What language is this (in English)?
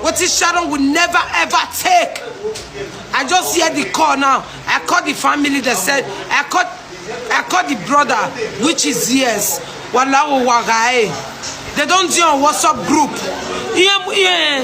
Nigerian Pidgin